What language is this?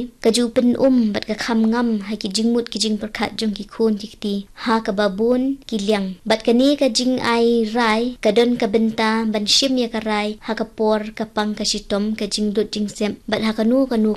Khasi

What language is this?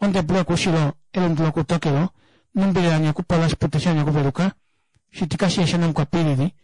Kuanyama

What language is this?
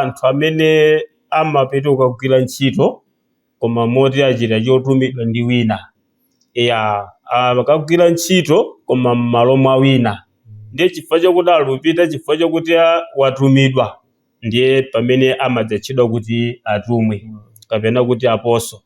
Nyanja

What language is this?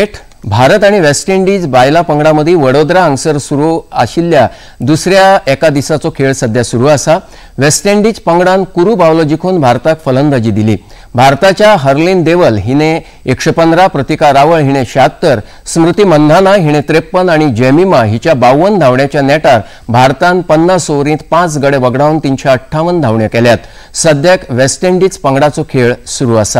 Konkani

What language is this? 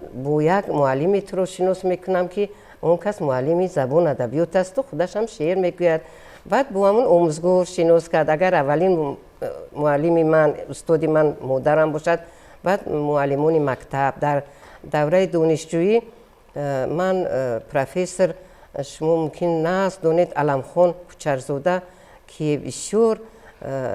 Tajik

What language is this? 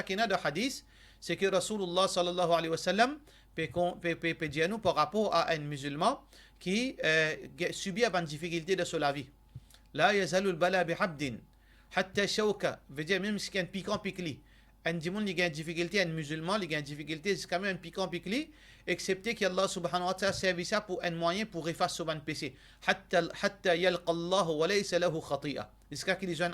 Morisyen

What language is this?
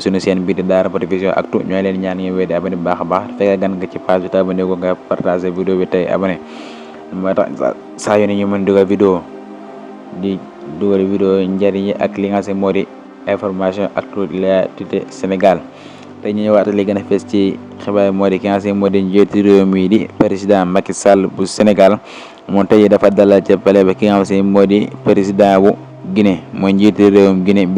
Wolof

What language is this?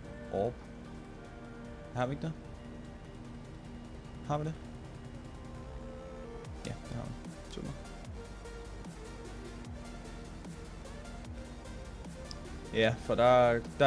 Danish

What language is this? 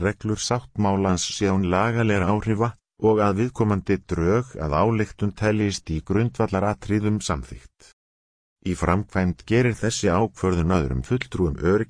Icelandic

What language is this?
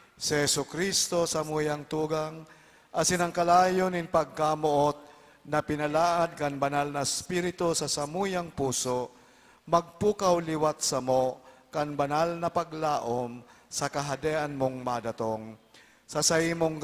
Bikol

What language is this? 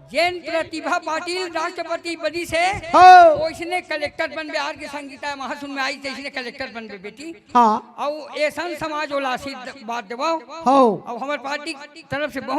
Chhattisgarhi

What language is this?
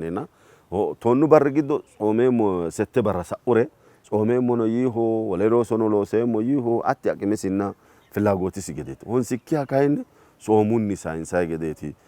Sidamo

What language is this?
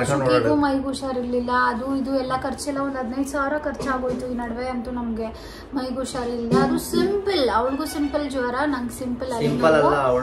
Kannada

